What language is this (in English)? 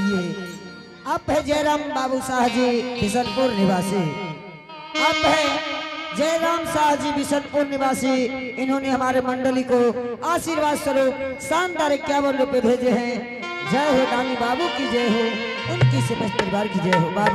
Angika